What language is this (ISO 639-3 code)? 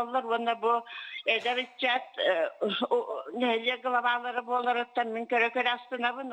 sah